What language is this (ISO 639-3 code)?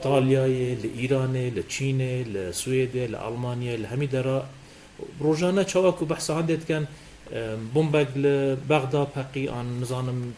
kur